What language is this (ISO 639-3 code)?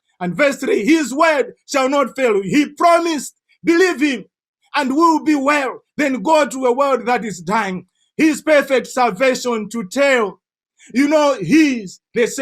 eng